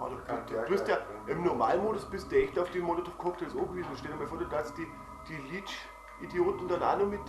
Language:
Bavarian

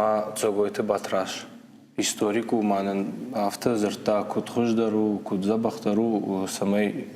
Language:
Ossetic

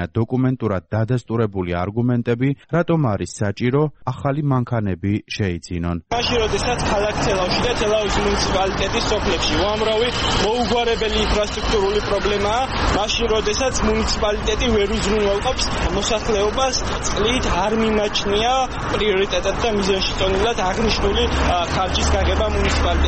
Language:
Georgian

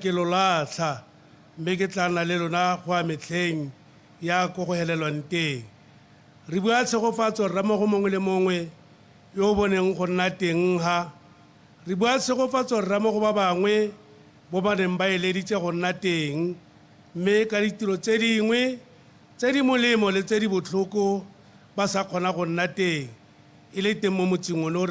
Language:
Tswana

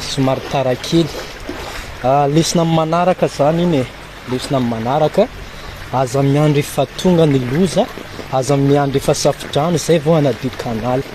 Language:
Malagasy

